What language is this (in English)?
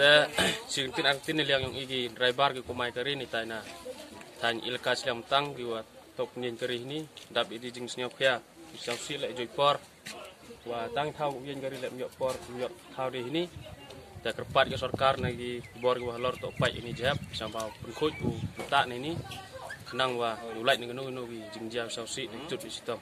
Khasi